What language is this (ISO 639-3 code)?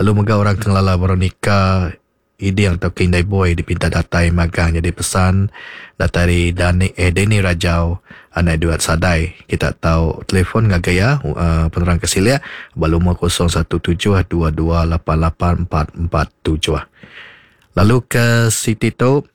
iba